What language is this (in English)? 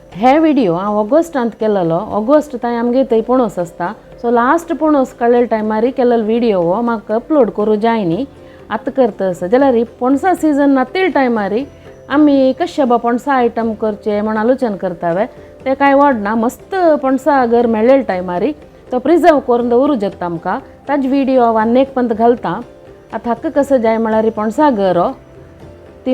Konkani